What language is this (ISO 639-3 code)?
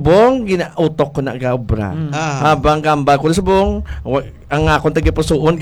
hil